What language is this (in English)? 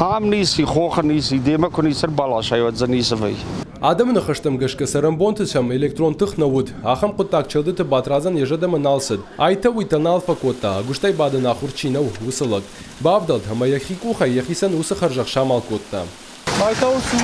Ossetic